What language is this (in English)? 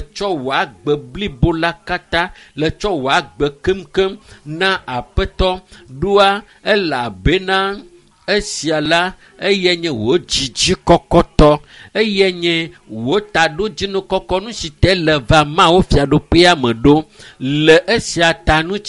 Ewe